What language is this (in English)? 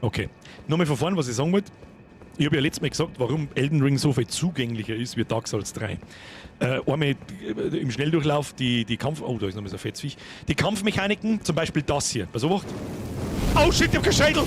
Bavarian